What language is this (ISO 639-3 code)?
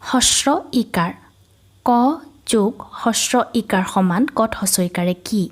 asm